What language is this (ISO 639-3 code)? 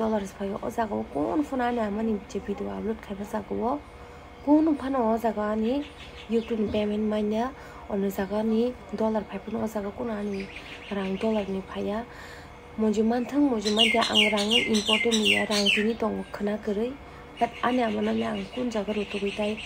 trp